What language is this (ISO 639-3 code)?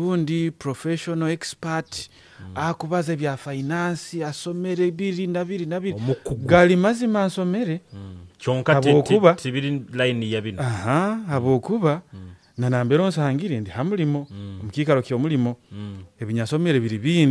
nyo